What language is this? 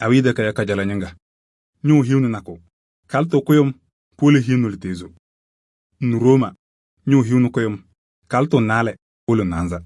Kabiyè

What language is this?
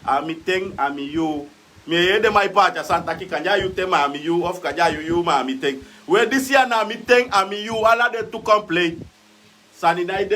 Sranan Tongo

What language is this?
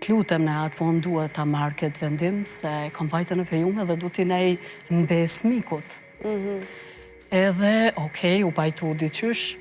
Albanian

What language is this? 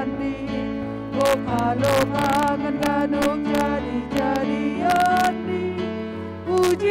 Batak Simalungun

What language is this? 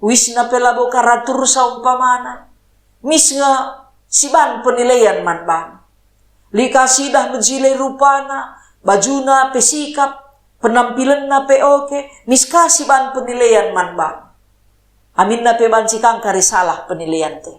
Batak Karo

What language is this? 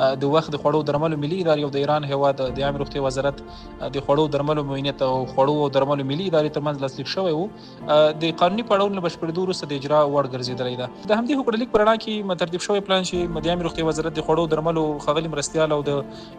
Pashto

